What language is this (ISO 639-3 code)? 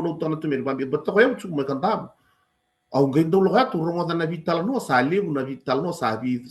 fij